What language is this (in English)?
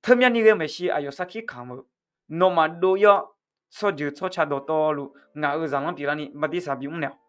Akha